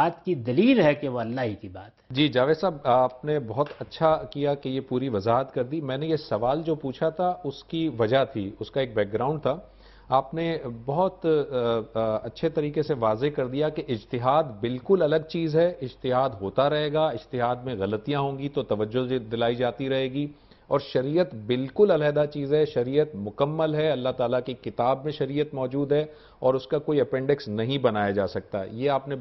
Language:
Urdu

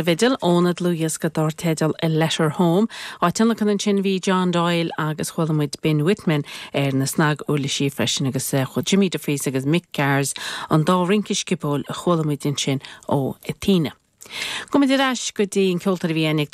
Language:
Irish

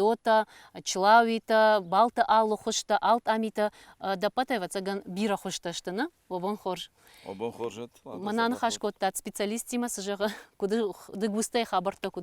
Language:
Ossetic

